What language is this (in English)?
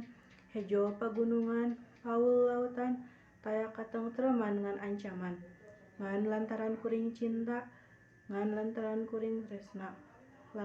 Sundanese